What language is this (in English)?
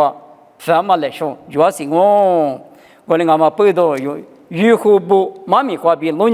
Lisu